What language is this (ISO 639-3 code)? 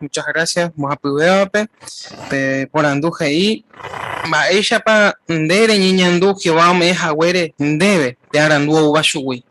grn